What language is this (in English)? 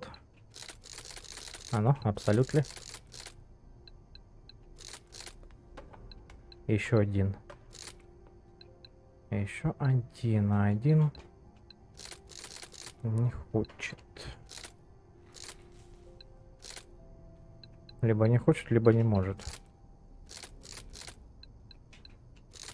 Russian